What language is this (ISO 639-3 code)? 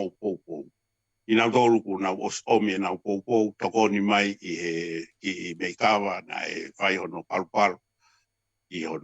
ton